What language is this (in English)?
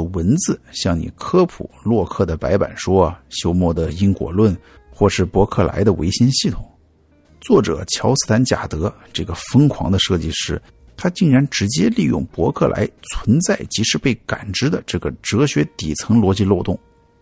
Chinese